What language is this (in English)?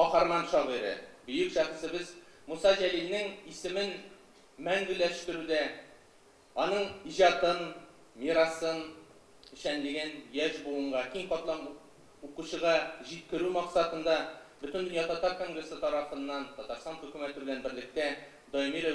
Tatar